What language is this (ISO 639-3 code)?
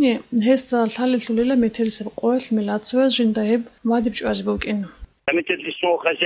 ava